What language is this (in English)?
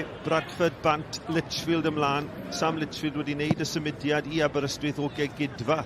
Welsh